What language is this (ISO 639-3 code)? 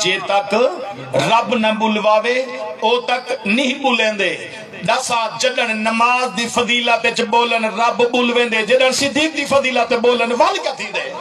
skr